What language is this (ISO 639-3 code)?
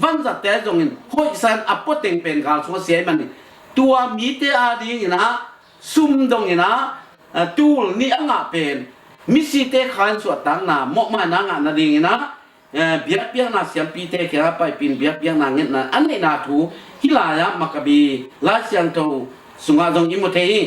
ctd